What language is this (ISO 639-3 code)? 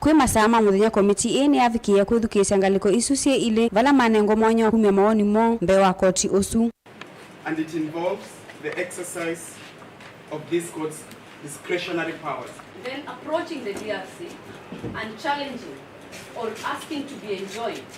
kam